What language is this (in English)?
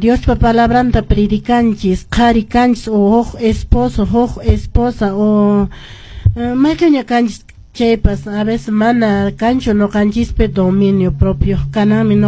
Quechua